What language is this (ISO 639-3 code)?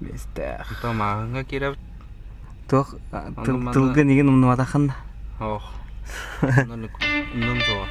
sah